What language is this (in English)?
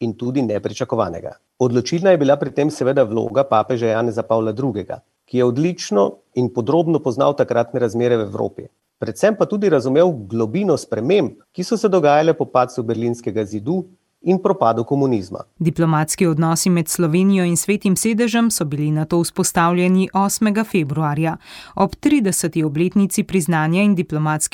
Slovenian